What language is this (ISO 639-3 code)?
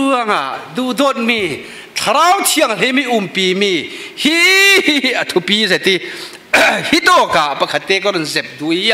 cfm